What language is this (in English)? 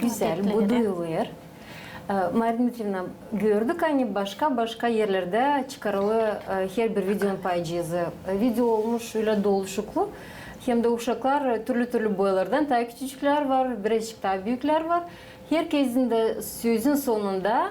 Gagauz